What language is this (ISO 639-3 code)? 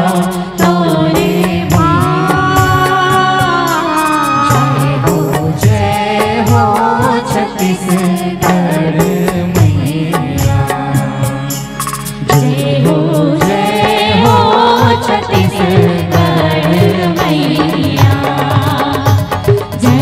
hne